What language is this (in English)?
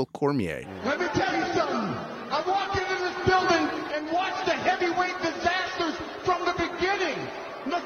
English